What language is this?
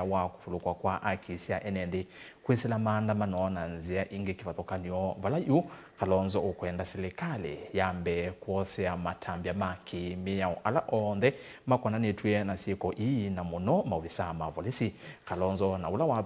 Kamba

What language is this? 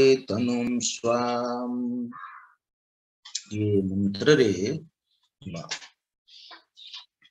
Odia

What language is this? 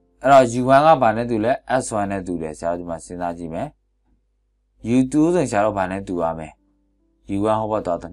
Burmese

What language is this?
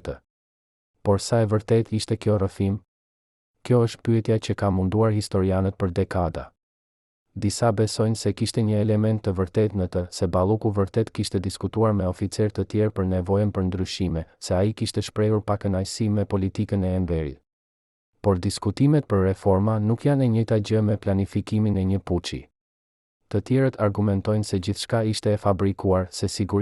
Albanian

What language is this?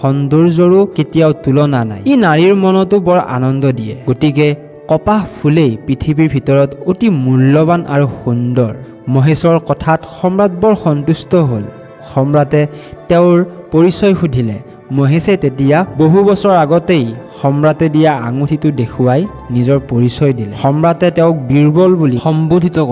Assamese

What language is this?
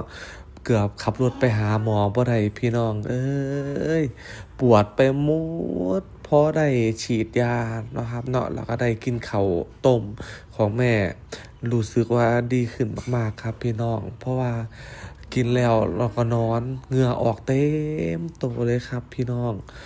Northeastern Thai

